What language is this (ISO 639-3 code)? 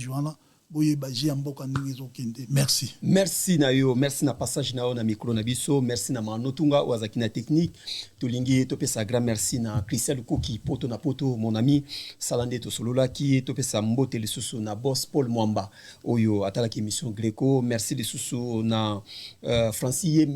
lin